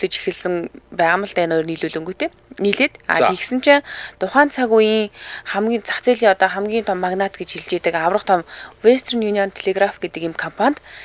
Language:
Mongolian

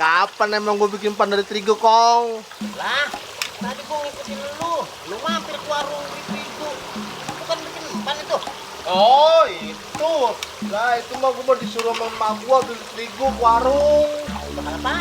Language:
Betawi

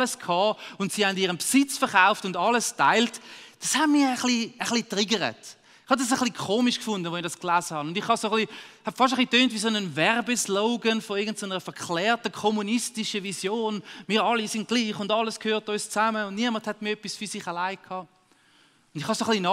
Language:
Swiss German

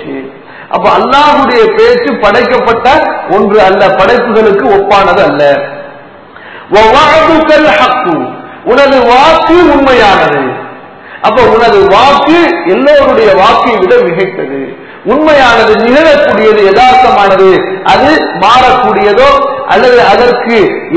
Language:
Tamil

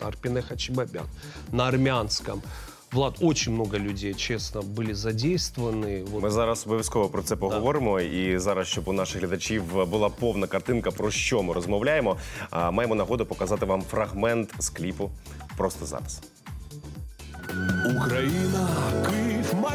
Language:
Ukrainian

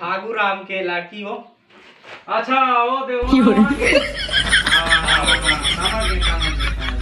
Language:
Chhattisgarhi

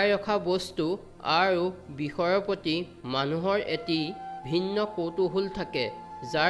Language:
Assamese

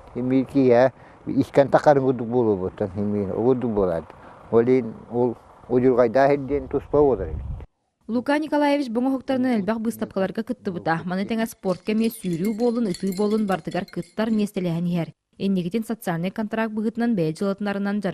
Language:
Yakut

